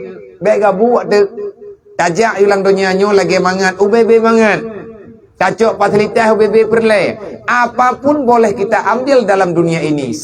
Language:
Achinese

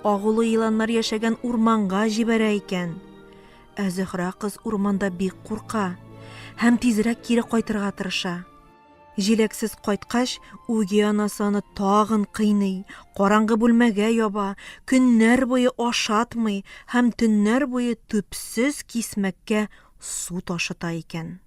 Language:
Tatar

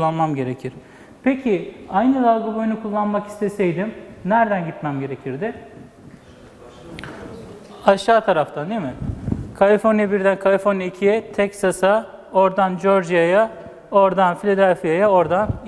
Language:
Turkish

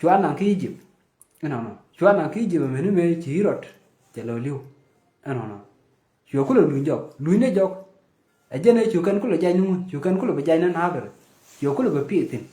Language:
Nuer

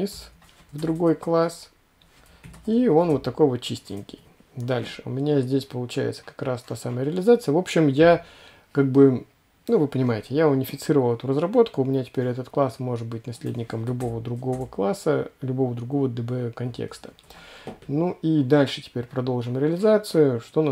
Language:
Russian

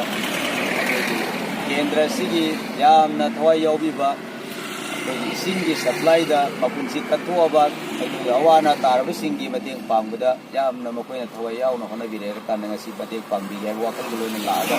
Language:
Manipuri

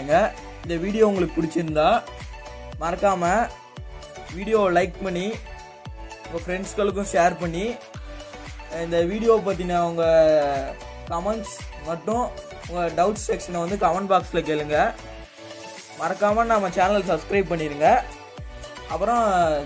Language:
Tamil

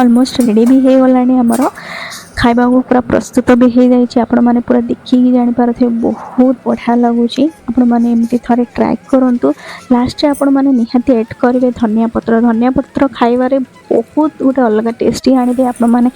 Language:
Odia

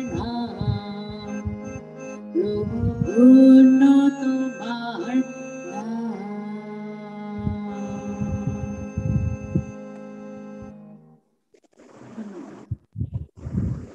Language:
Bangla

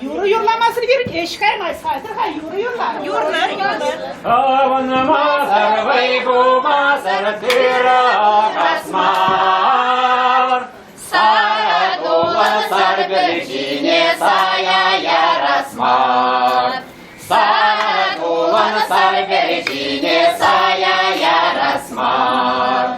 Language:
Chuvash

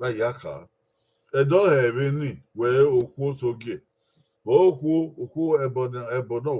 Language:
Bini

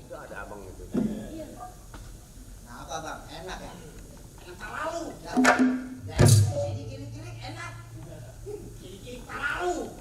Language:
Betawi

